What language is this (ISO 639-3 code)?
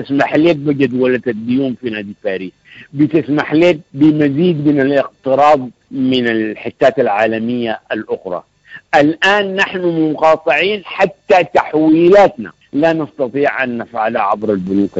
apd